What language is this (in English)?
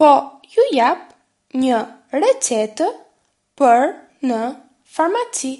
Albanian